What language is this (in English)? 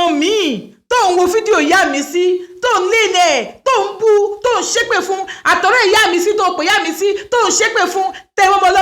Yoruba